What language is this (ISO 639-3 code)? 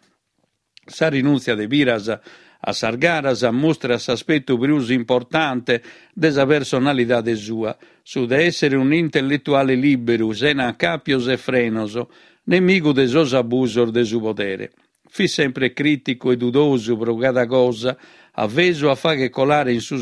srd